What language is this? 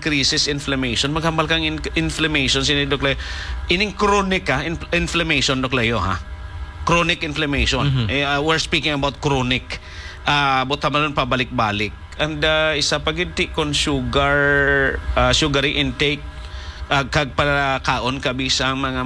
Hiligaynon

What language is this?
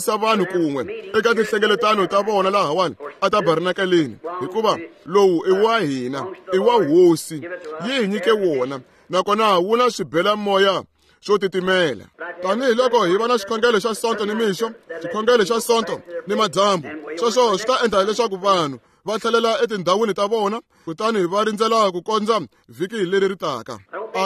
Tsonga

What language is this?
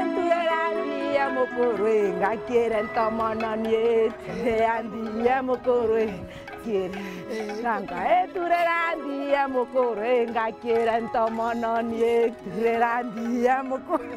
Meru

